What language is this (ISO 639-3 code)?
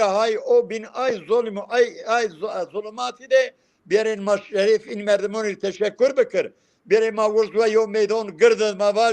zza